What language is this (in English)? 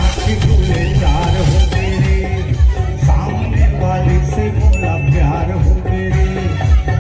Chhattisgarhi